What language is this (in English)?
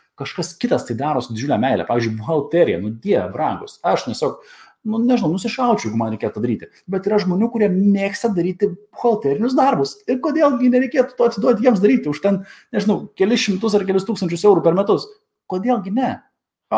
Lithuanian